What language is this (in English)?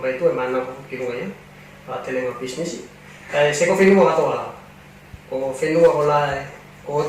Tuvalu